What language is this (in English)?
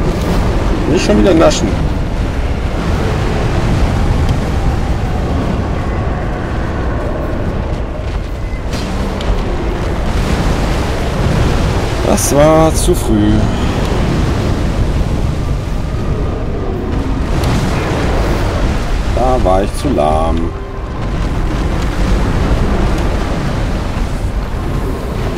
German